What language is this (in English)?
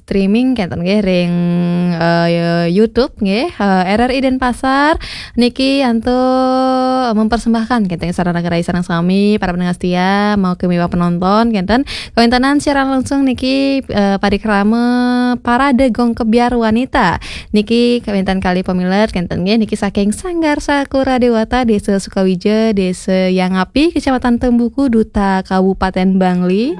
Balinese